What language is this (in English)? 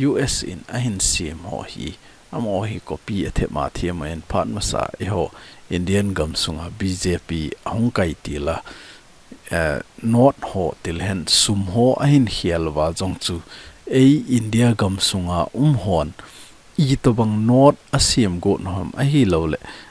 Thado Chin